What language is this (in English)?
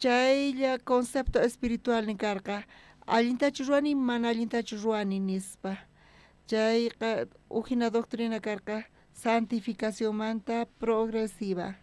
South Bolivian Quechua